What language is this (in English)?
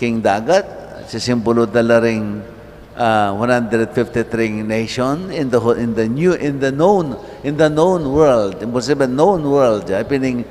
Pampanga